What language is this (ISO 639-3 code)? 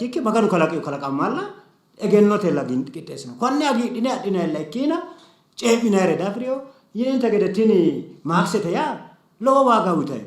sid